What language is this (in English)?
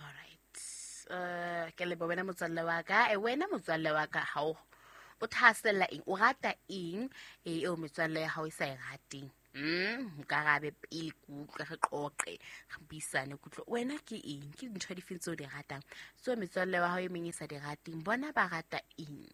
Southern Sotho